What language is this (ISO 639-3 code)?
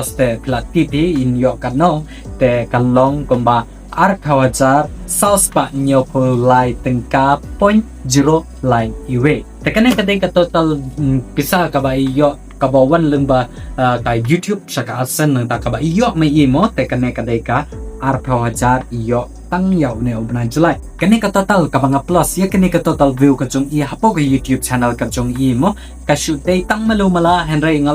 kha